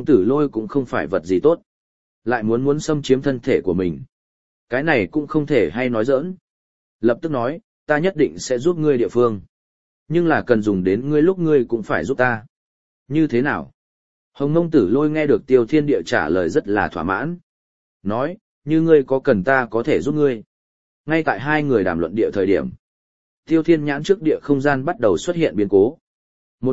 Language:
Vietnamese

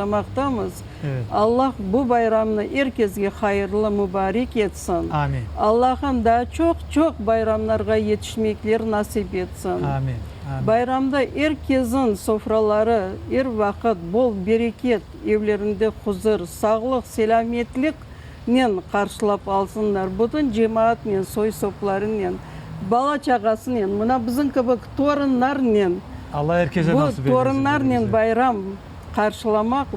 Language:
Crimean Tatar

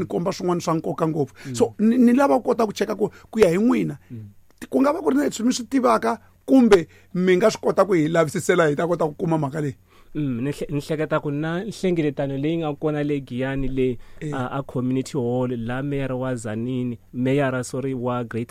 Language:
Tsonga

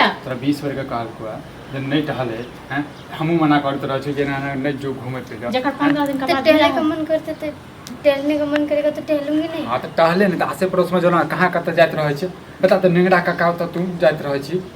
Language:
Maithili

